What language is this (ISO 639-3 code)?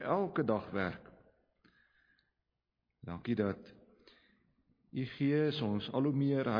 afr